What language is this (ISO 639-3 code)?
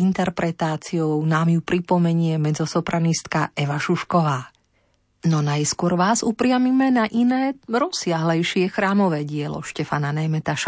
slk